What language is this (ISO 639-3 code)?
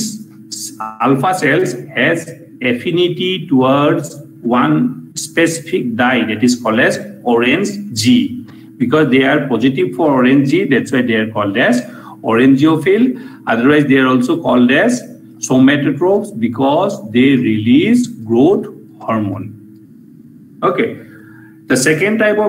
eng